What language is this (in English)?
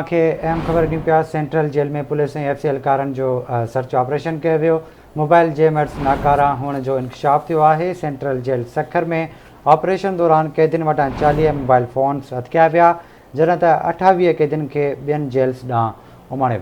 Sindhi